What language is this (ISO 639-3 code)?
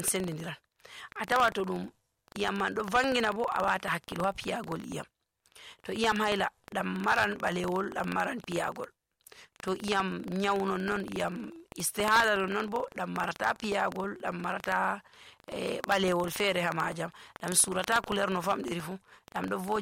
fuv